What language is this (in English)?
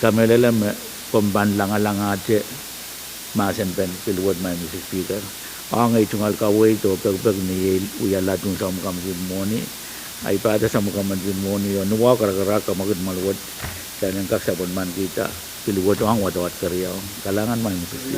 Pohnpeian